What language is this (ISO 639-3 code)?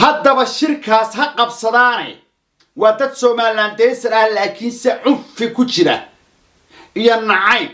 som